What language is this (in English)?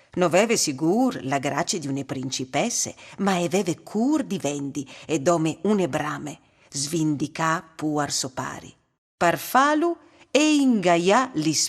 Friulian